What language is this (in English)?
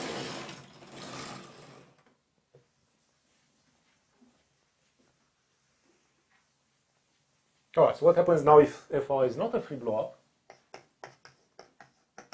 English